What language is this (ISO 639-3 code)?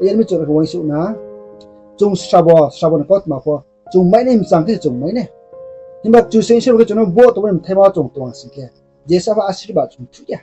ria